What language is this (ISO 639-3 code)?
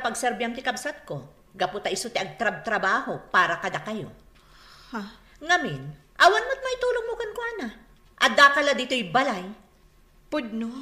ilo